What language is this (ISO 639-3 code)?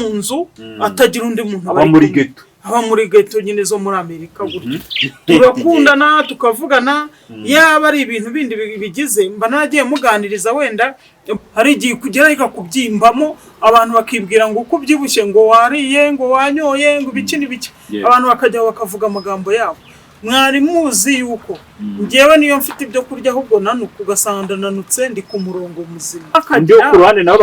kin